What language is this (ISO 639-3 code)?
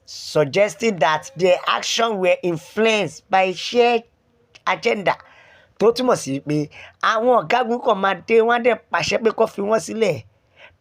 yor